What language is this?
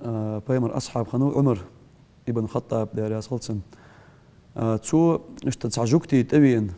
Ingush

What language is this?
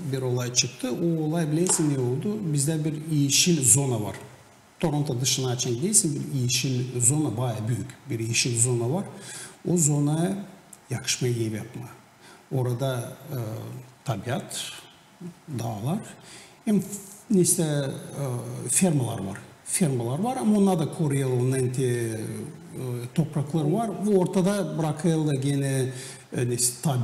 Gagauz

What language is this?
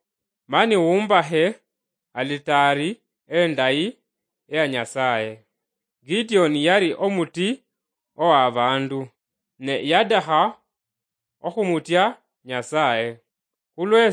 Luyia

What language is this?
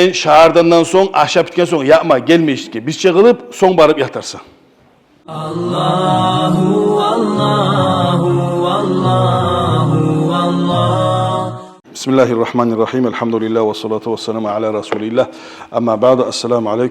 Kumyk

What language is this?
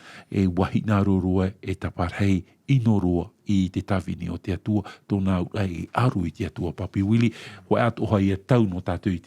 Tahitian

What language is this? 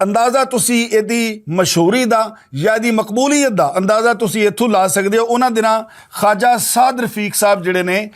Western Panjabi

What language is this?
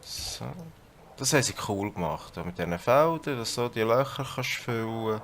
Swiss German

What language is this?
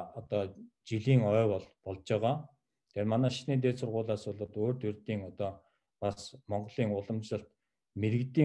Mongolian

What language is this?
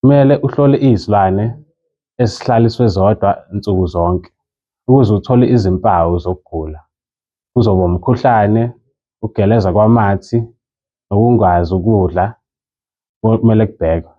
Zulu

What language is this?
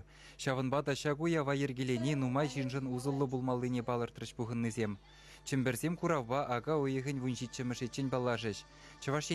Chuvash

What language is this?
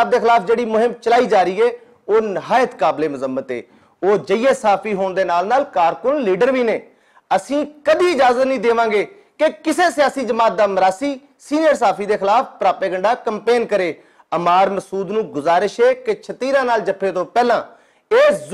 Western Panjabi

